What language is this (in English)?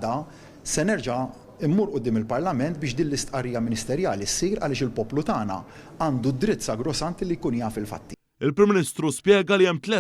Maltese